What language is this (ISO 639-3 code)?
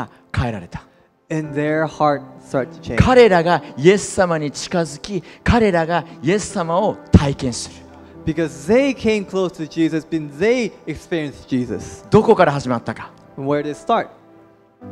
jpn